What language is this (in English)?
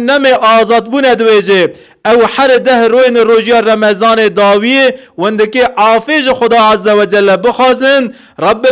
Kurdish